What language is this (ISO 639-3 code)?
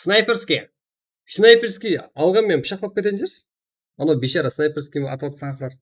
kaa